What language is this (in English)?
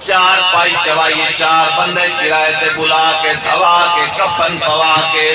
Saraiki